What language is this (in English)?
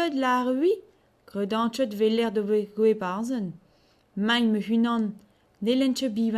Breton